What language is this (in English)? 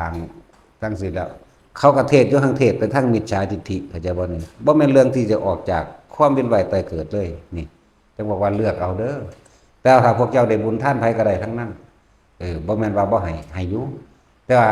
Northeastern Thai